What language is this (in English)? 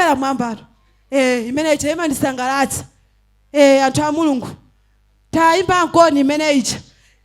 Nyanja